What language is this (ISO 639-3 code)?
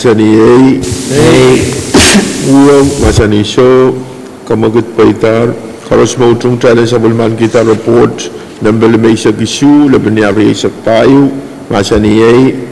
pon